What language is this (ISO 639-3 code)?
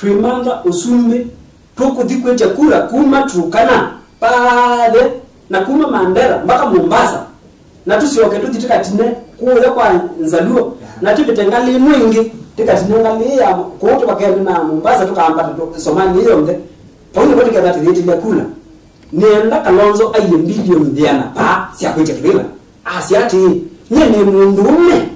kam